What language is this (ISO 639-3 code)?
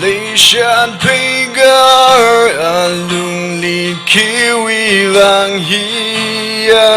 nmf